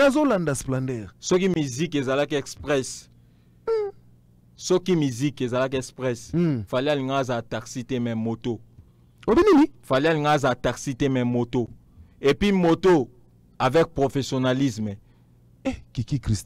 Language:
Lingala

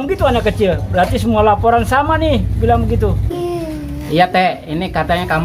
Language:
Betawi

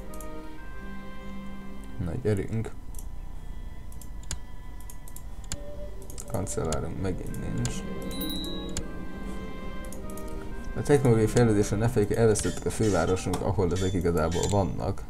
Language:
Hungarian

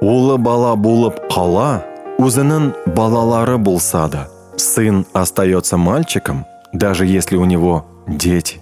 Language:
Tatar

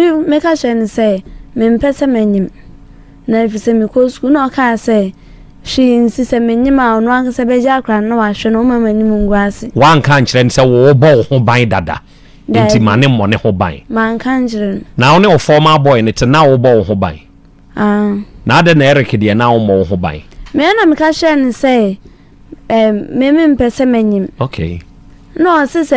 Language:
Akan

